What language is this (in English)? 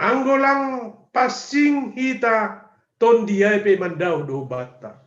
Batak Simalungun